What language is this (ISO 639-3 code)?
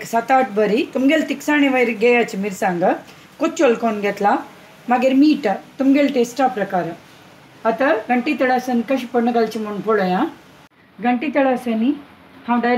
kok